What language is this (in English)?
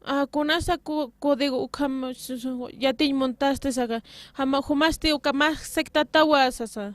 Aymara